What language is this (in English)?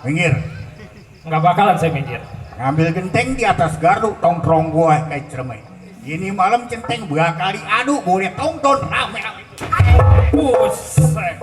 Betawi